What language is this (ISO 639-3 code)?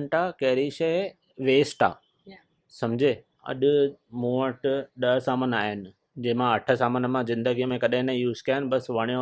snd